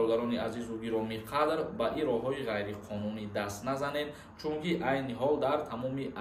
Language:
Tajik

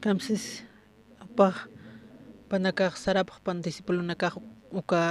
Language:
Aymara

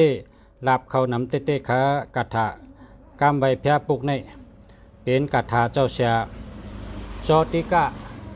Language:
Shan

